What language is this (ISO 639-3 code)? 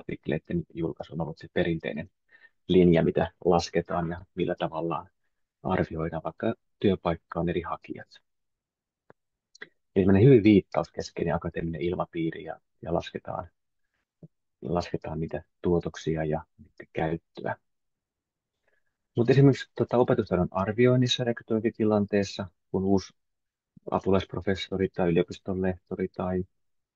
fin